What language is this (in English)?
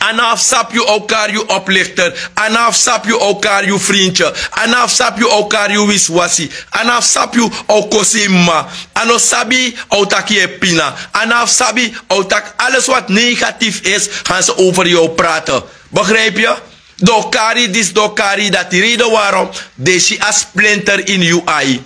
Sranan Tongo